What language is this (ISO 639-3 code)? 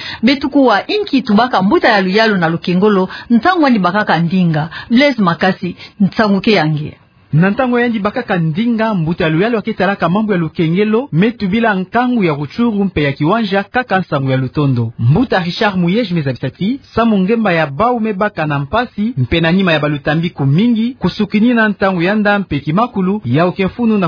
ktu